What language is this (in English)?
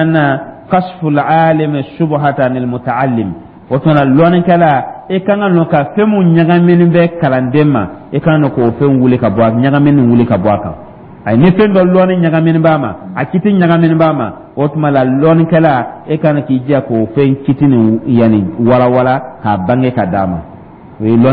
Dyula